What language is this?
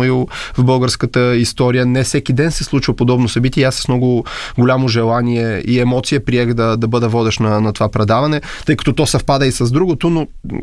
Bulgarian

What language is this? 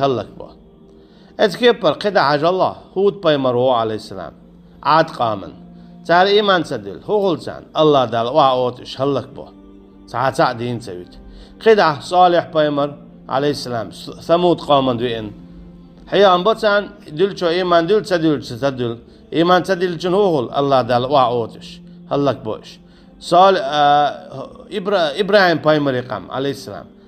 Chechen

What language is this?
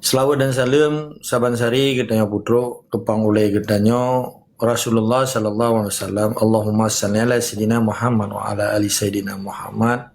Achinese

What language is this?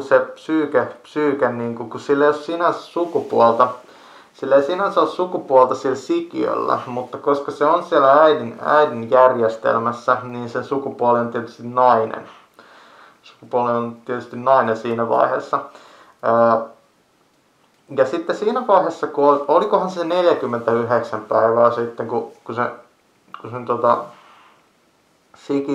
Finnish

